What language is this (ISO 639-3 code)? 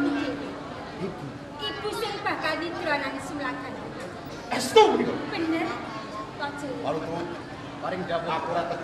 jav